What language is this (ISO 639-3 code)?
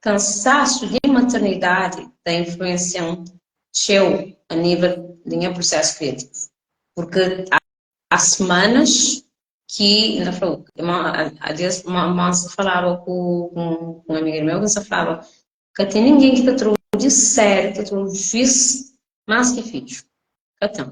kea